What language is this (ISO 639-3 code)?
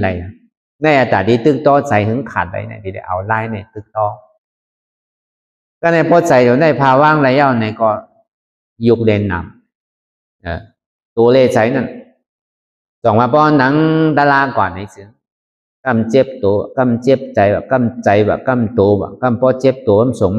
shn